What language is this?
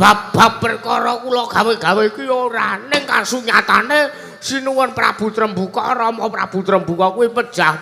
Javanese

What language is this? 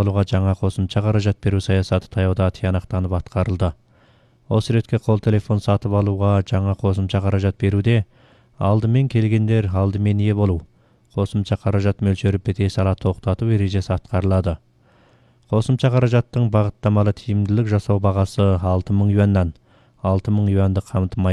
Kazakh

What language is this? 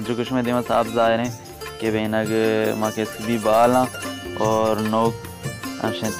Baluchi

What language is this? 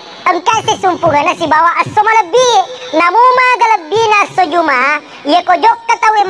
Buginese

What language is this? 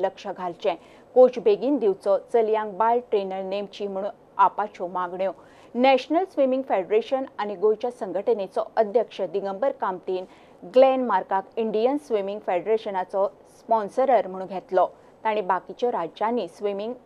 Konkani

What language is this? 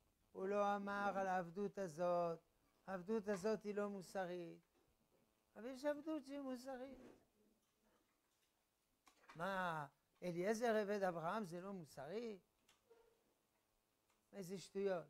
Hebrew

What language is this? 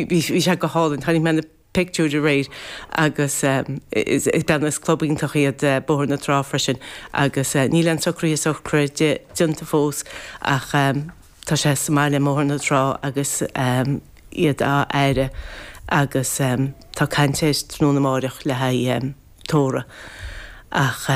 Irish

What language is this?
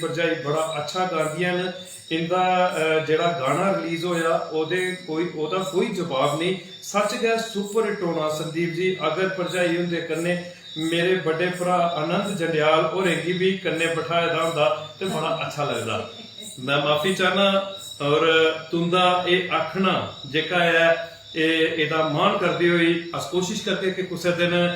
Dogri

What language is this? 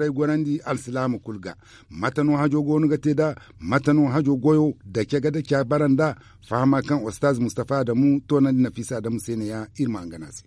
Zarma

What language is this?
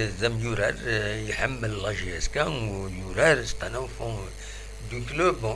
Kabyle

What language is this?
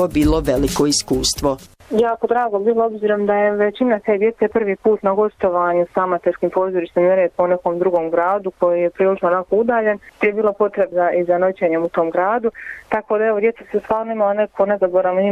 Bosnian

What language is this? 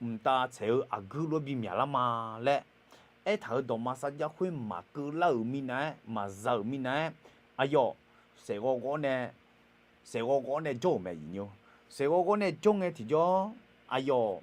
Akha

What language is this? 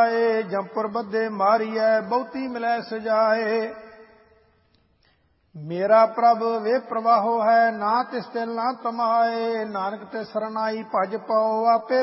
Punjabi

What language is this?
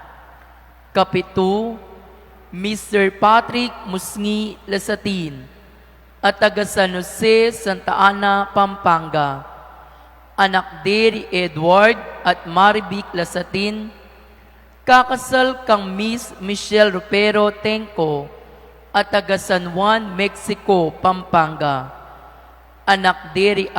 Pampanga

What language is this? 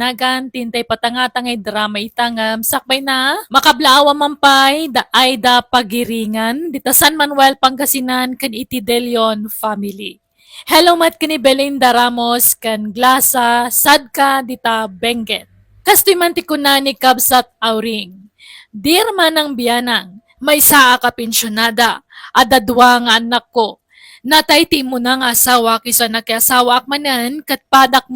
Iloko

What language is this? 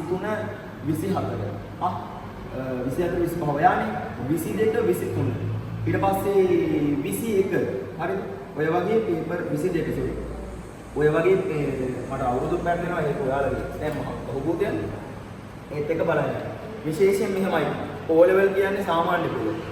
Sinhala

